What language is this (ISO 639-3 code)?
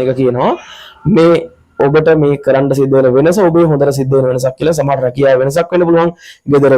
sin